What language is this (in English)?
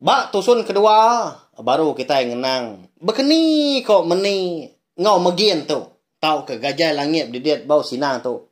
Iban